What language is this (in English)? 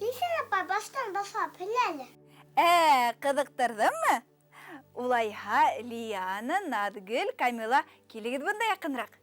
Bashkir